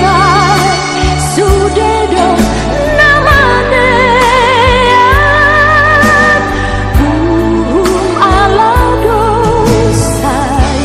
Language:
Batak Toba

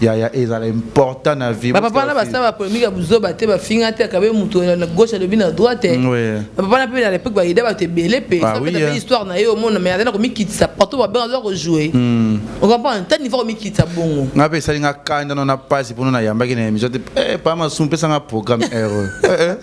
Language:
Lingala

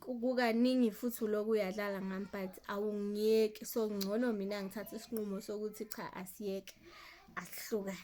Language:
Zulu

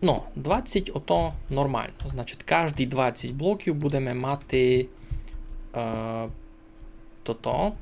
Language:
Rusyn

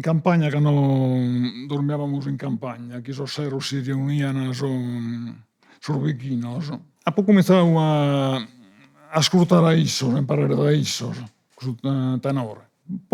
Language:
Sardinian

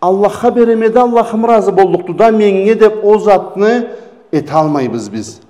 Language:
Karachay-Balkar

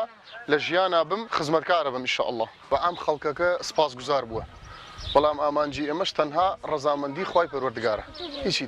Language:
Central Kurdish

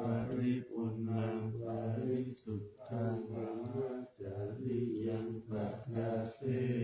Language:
Pali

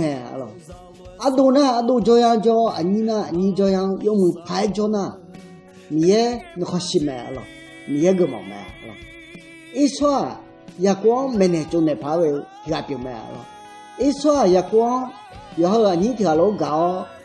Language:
Akha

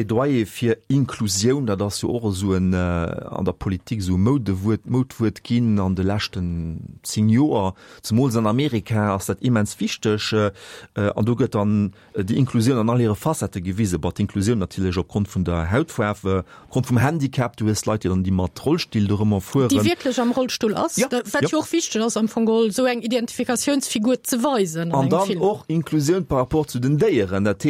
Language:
Luxembourgish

